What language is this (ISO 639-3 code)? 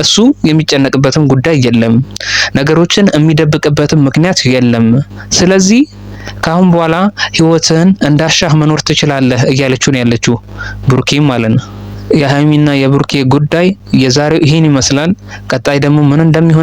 amh